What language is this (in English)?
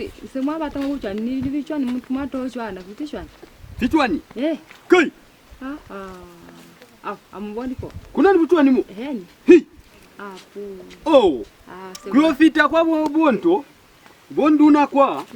Lozi